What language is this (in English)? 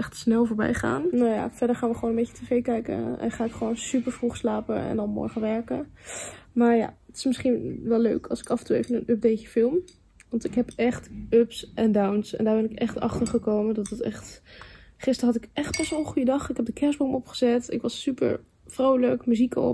Dutch